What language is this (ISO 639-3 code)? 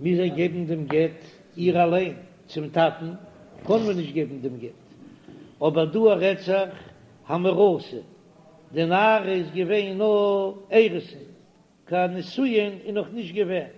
yid